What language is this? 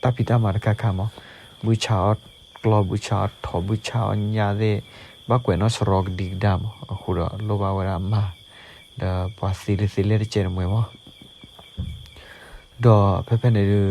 S'gaw Karen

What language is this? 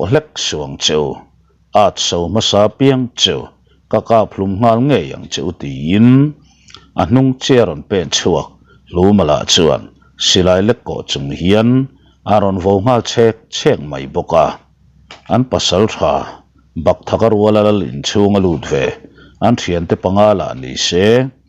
Mizo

